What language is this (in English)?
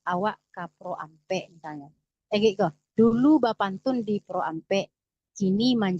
Minangkabau